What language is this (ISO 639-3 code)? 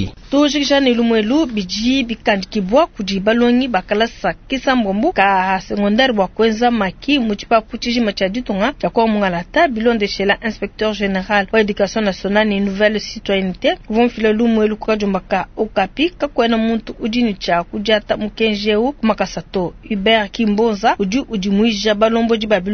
lua